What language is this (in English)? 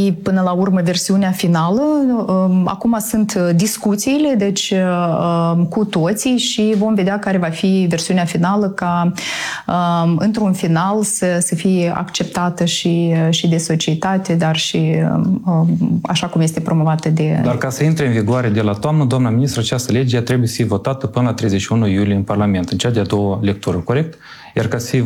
Romanian